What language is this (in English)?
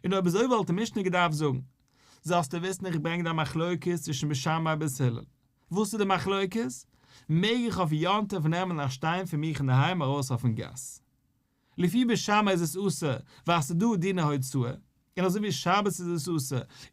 Yiddish